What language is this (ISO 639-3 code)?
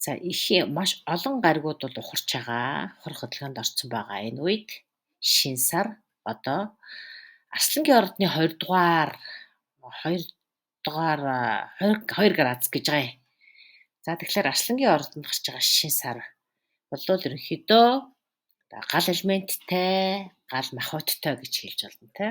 mon